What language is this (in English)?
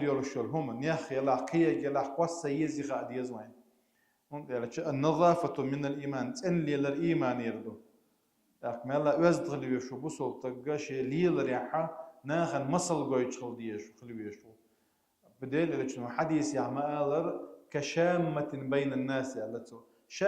Chechen